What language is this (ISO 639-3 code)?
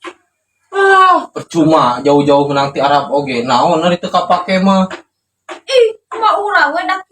sun